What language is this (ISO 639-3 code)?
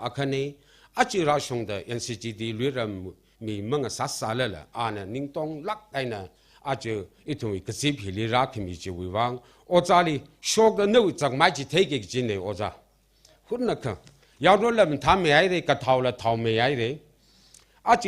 nmf